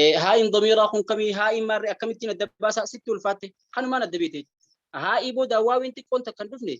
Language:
Oromo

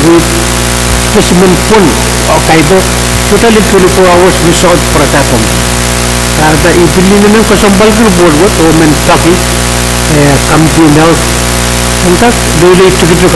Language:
Pohnpeian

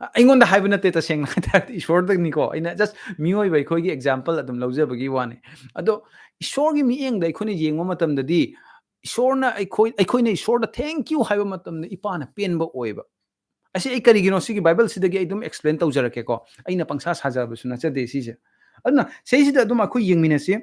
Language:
Manipuri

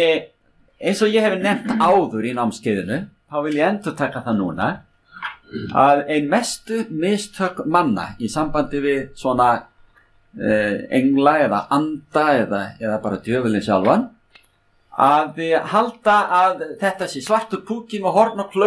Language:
Icelandic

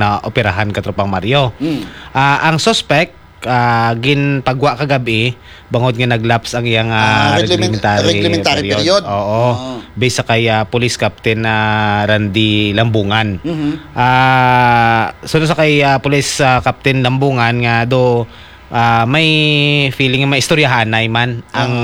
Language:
Hiligaynon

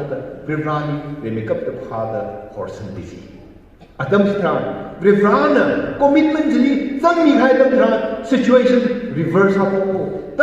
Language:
Tangkhul Naga (India)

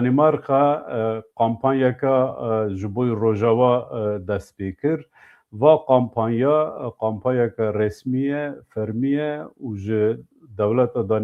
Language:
Kurdish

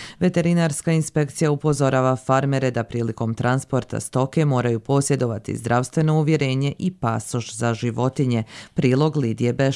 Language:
Croatian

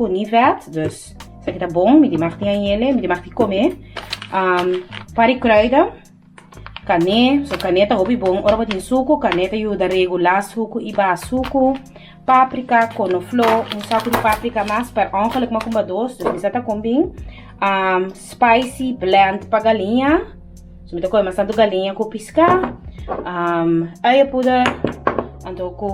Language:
Papiamento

